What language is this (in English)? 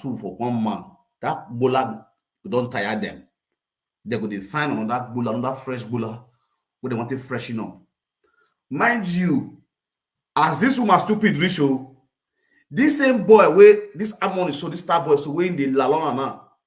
Nigerian Pidgin